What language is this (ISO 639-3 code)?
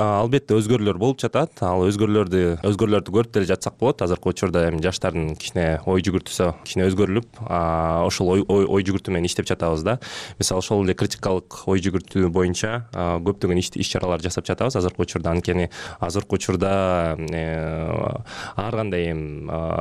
kir